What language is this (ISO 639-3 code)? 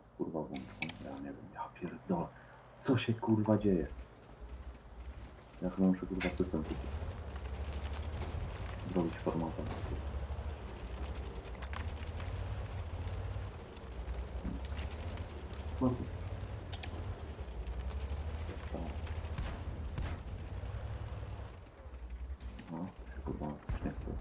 pol